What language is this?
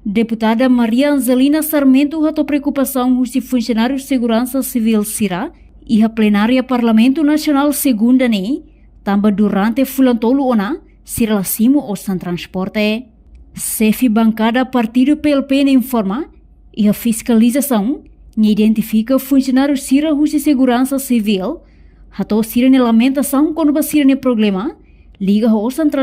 Tetum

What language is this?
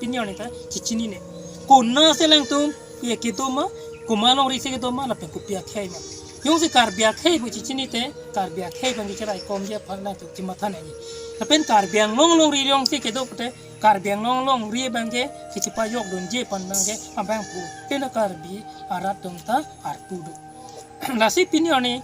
Karbi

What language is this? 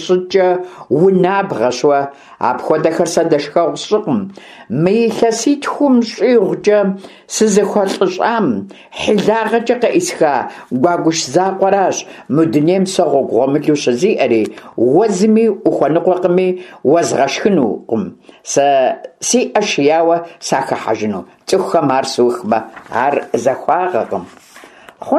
Kabardian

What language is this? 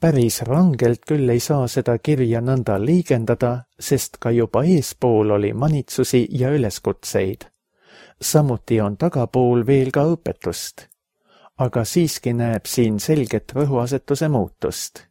Estonian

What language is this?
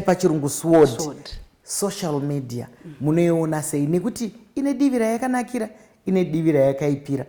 Shona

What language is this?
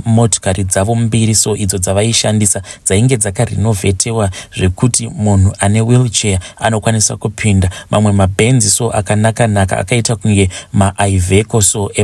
Shona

